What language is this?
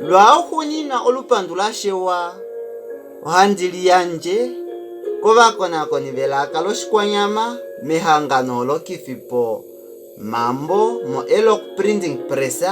Kuanyama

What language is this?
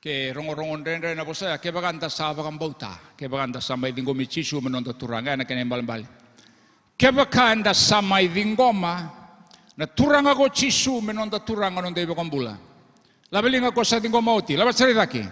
Fijian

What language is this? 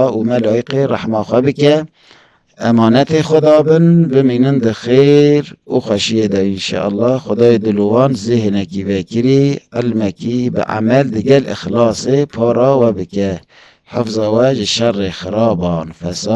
Kurdish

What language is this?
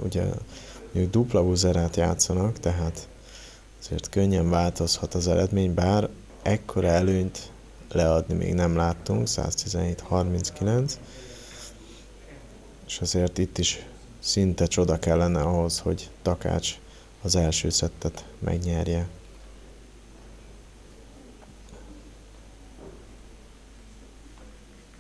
Hungarian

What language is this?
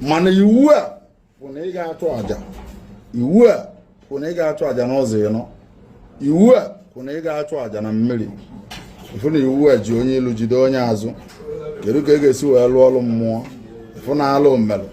Igbo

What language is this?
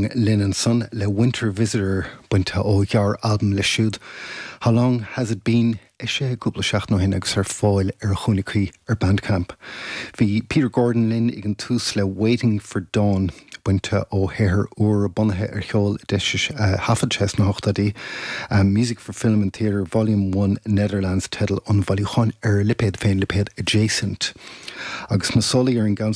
Irish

